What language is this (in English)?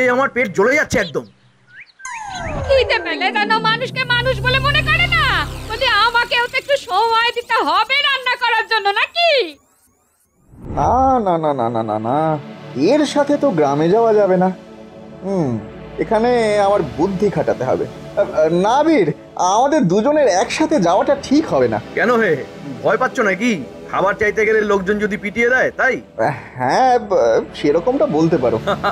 Bangla